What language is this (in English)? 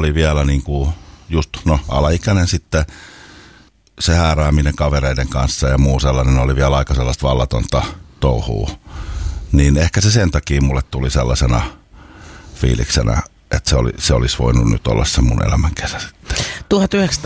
Finnish